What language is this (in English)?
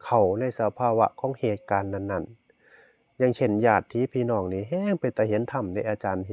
Northeastern Thai